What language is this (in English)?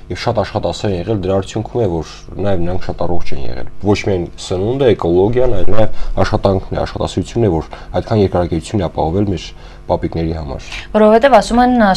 Armenian